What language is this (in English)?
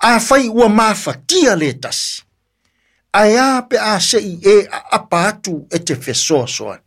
Samoan